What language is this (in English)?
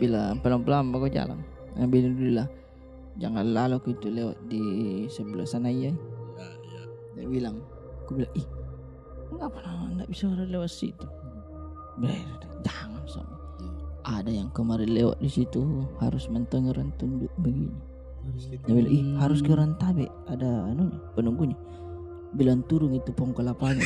Makassar Malay